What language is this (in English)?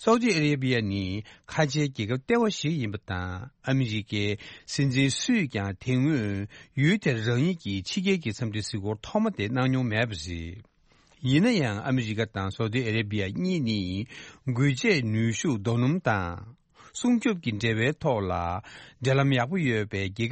Tibetan